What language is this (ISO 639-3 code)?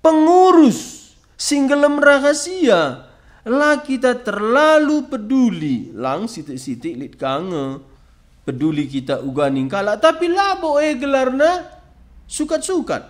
btx